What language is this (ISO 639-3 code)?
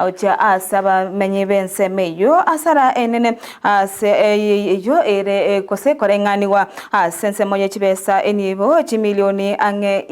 guz